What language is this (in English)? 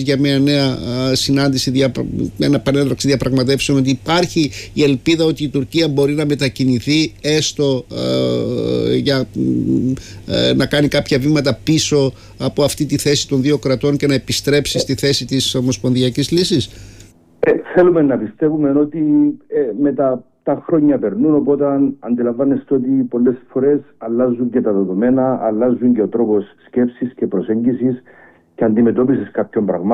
Greek